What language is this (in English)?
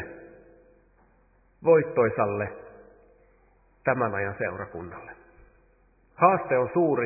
Finnish